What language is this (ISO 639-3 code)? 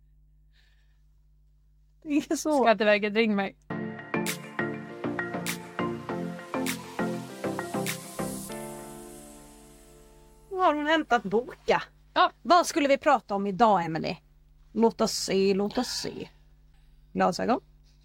swe